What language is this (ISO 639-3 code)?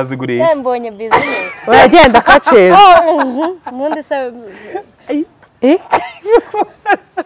kin